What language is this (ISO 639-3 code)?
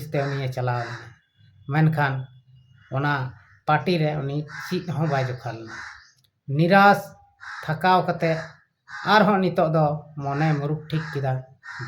sat